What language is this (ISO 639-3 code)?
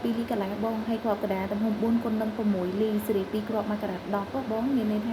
khm